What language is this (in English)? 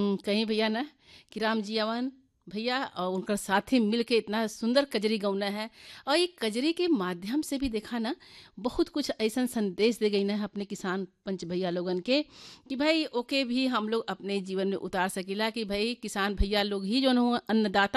Bhojpuri